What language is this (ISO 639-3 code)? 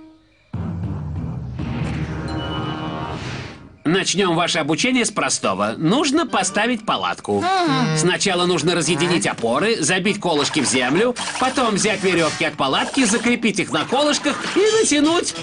rus